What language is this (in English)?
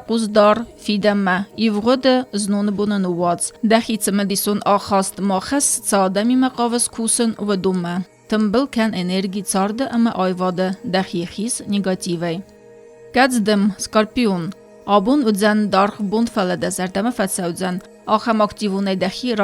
Ossetic